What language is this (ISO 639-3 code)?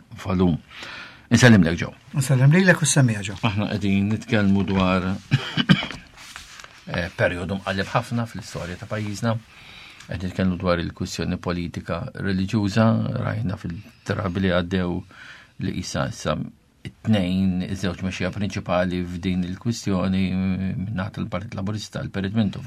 mlt